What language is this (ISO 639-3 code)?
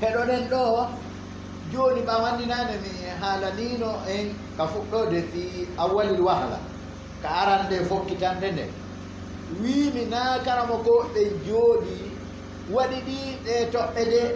ful